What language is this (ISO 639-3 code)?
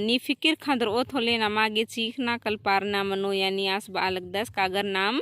kru